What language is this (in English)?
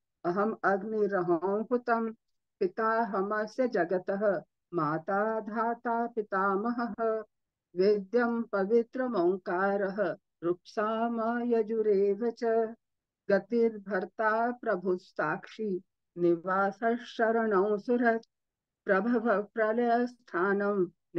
Sanskrit